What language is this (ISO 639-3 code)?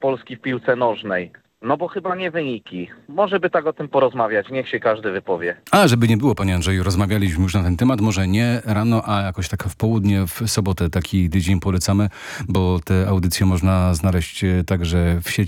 pol